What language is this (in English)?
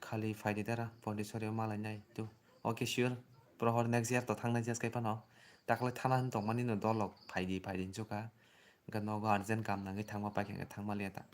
Kok Borok